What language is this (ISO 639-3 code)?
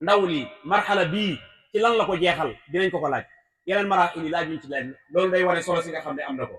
wol